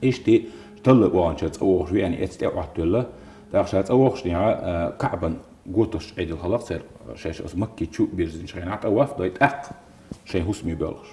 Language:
Chechen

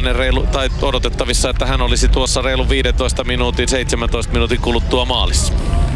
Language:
Finnish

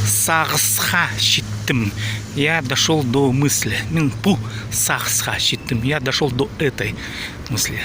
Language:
Khakas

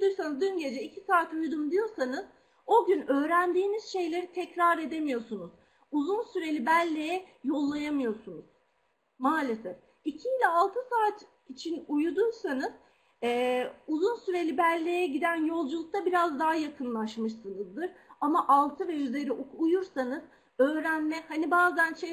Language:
Turkish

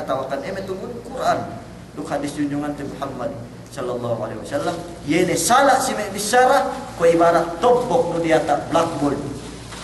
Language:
Yakan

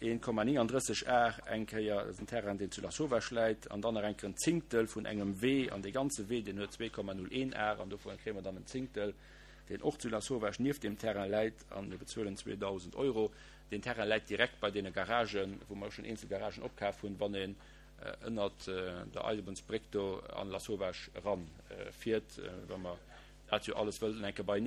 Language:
Luxembourgish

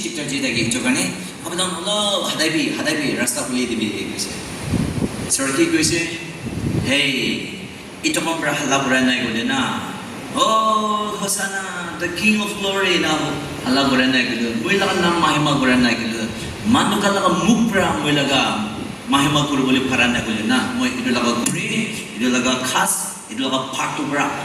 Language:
Naga Pidgin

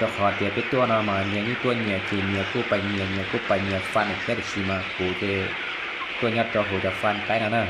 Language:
Hmong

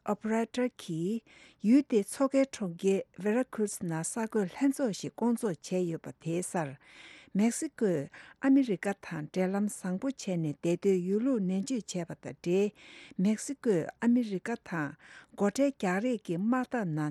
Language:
Tibetan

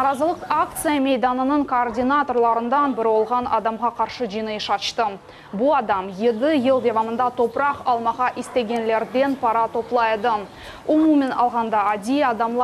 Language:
Crimean Tatar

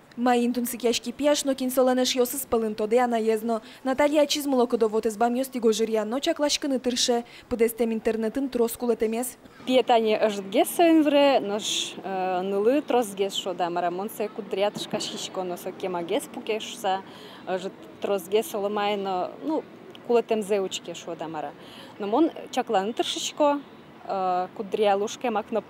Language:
Udmurt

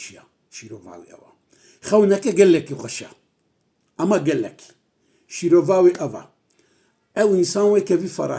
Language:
Kurdish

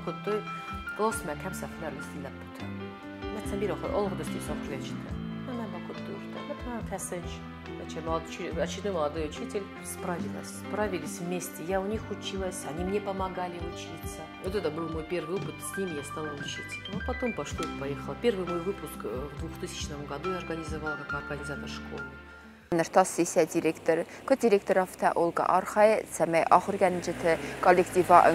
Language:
Ossetic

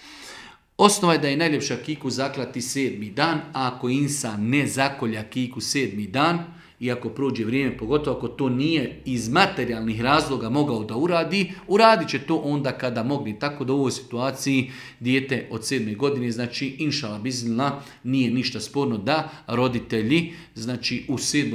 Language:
Bosnian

